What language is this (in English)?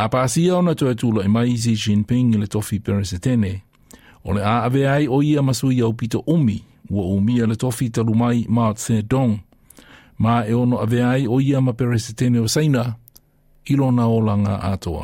Samoan